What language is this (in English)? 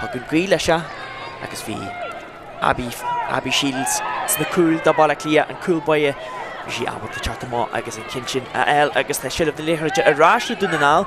Irish